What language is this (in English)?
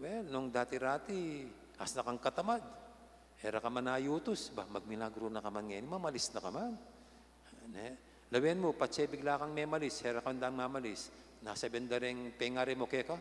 Pampanga